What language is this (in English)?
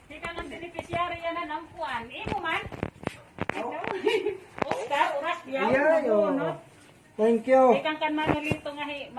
Waray